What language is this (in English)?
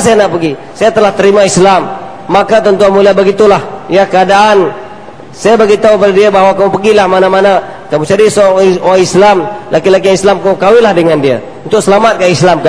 Malay